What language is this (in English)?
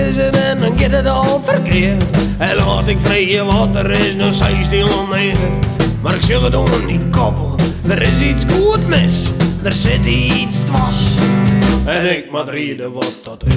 Western Frisian